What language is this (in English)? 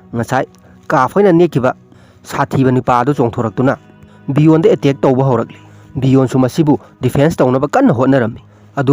Manipuri